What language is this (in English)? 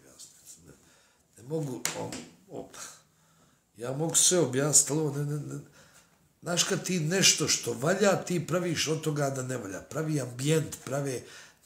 Bosnian